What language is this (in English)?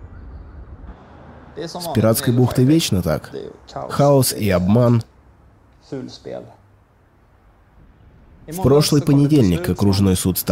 Russian